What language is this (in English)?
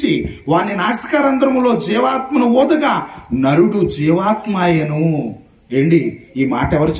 Telugu